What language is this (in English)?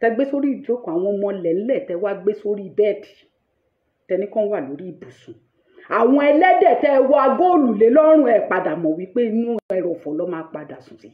Yoruba